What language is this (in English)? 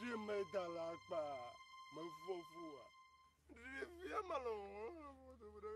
Ewe